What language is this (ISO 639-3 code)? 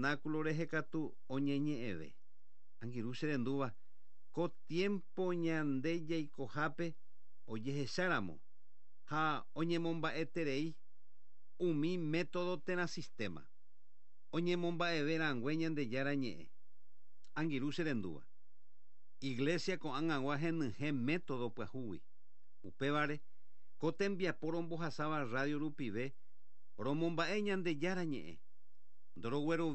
grn